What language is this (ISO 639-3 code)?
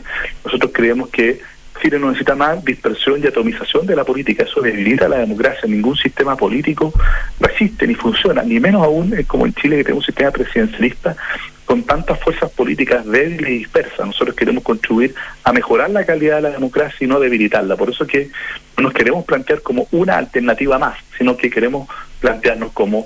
spa